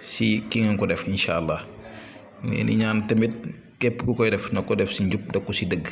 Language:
Wolof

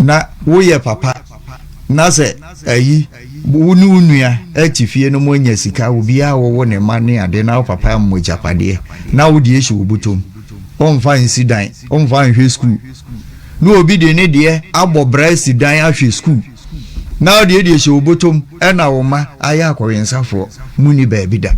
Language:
Akan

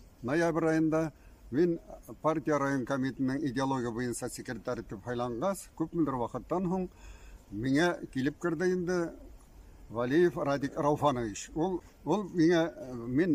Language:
Bashkir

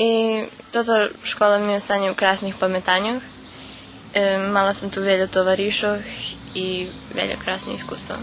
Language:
Rusyn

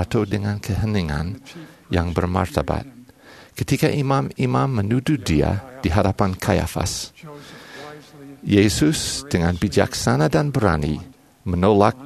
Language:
Indonesian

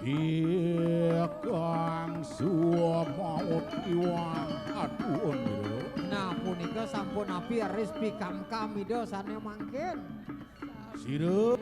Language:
Balinese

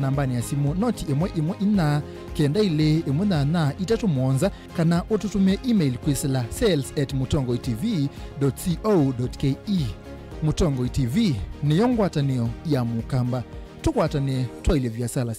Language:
Kamba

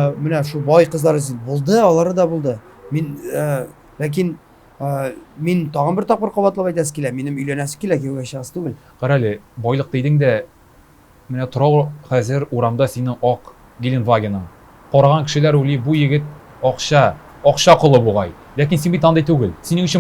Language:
Tatar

